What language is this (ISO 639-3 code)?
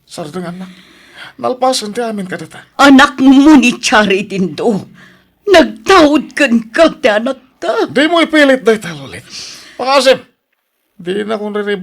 ilo